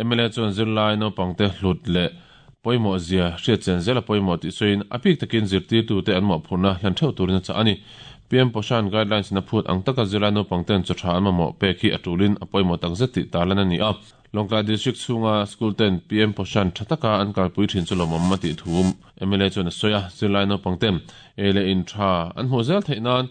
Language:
Mizo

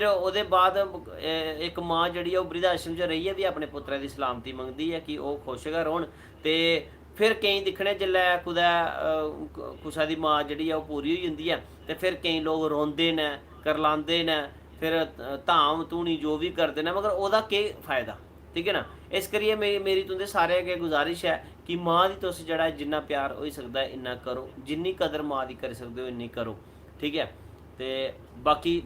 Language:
Dogri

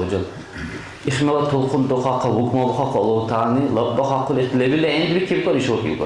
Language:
Dargwa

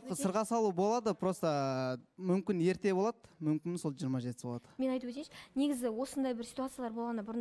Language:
Kazakh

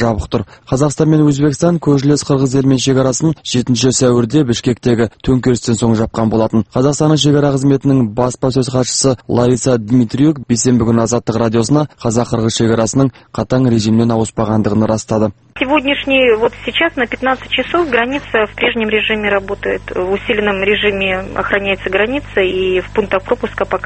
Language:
Kazakh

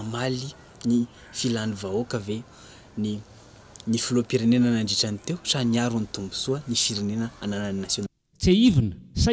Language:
Malagasy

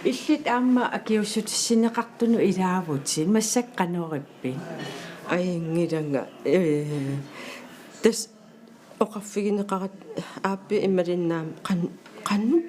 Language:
Kalaallisut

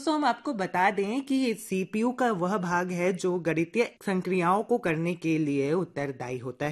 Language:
Hindi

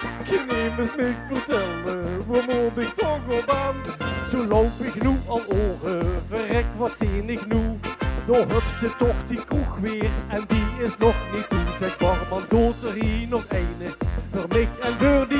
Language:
Limburgish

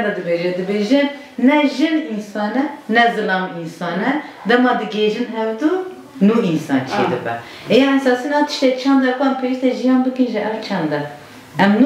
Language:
Kurdish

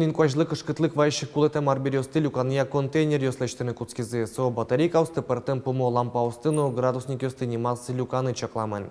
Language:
Udmurt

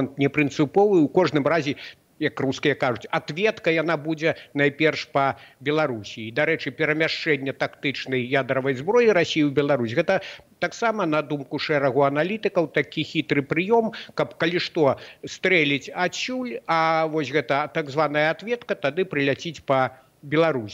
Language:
Belarusian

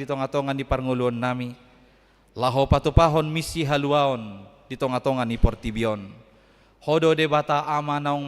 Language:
Batak Toba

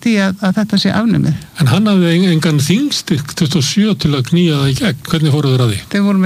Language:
Icelandic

